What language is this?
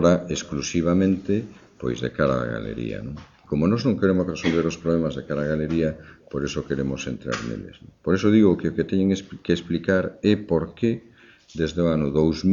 Galician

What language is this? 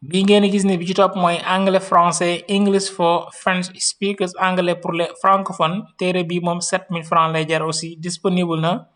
Wolof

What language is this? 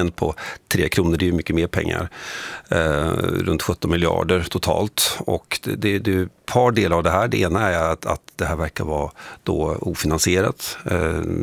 Swedish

